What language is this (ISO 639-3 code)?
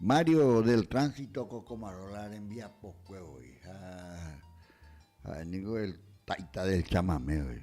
grn